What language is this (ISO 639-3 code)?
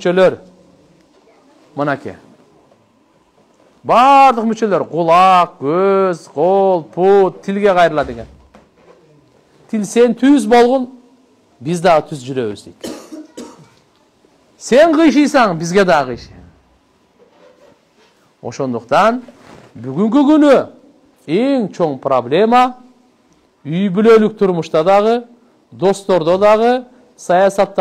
kir